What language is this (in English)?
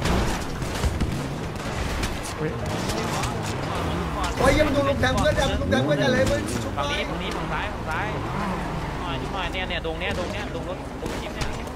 Thai